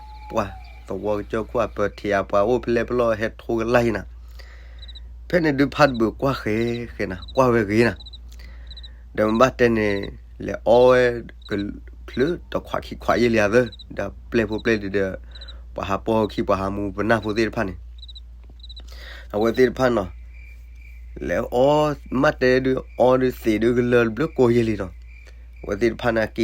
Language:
S'gaw Karen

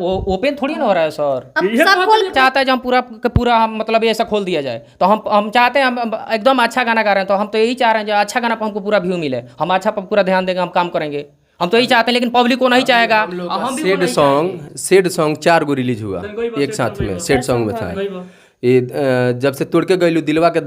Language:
Bhojpuri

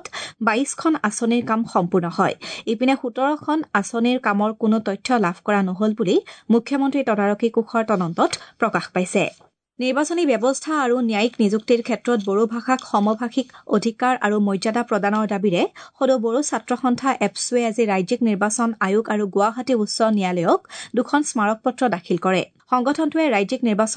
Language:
Assamese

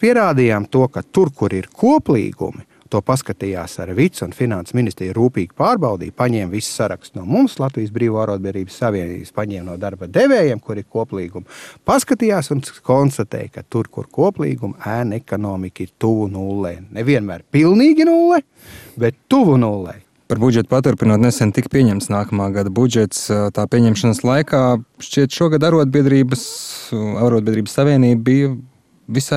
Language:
Latvian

